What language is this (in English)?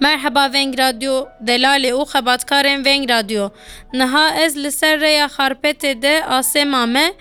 Kurdish